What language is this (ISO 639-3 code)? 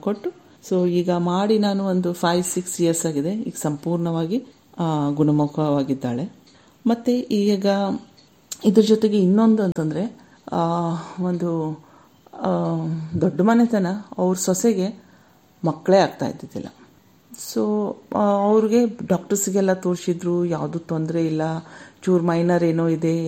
kan